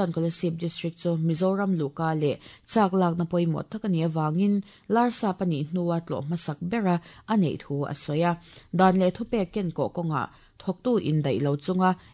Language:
Mizo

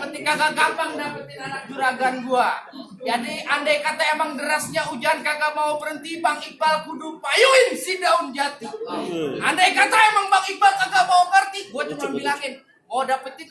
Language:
Betawi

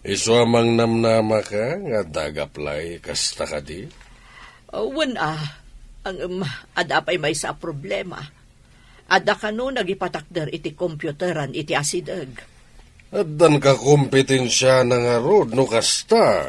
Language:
Iloko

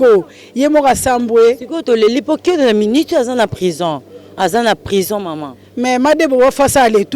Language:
Lingala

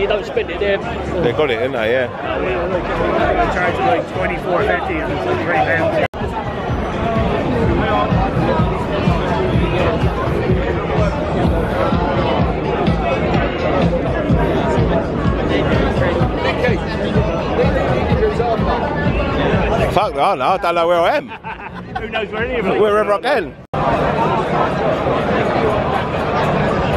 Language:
English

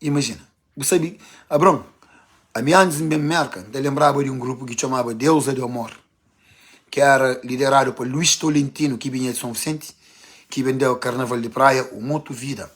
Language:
Kabuverdianu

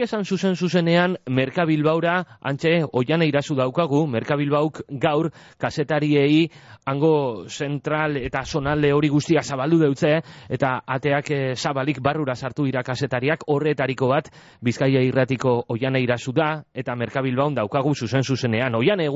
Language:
Basque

